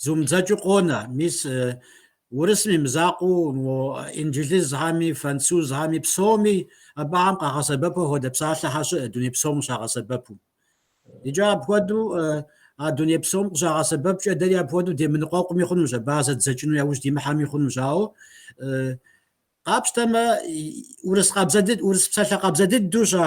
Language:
Kabardian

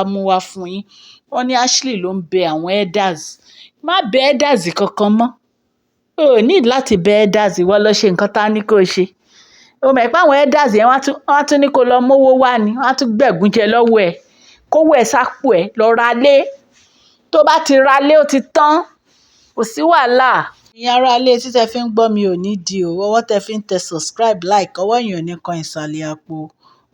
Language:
Yoruba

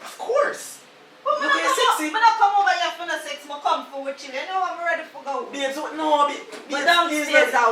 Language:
Jamaican Creole English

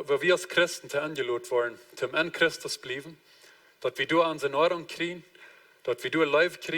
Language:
Plautdietsch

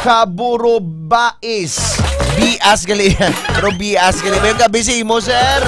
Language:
Hiligaynon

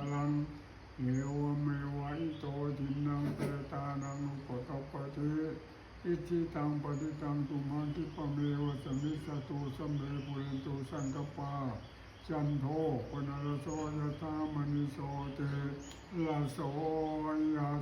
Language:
Pali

